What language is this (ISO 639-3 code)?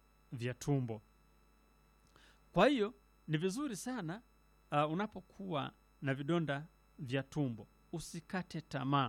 swa